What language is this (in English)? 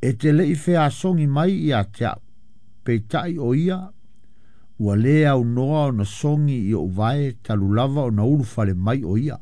Samoan